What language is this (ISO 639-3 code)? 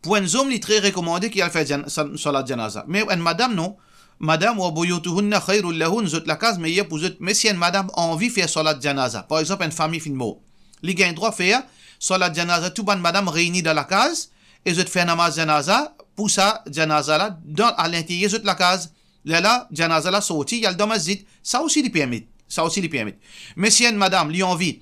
mfe